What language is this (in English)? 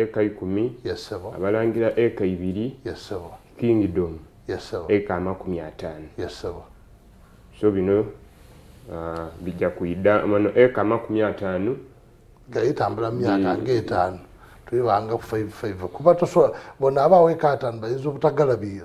Soga